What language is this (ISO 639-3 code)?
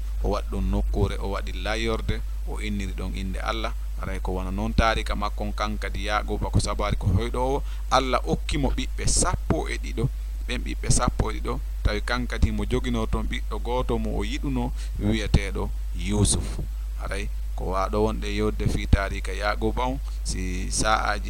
ful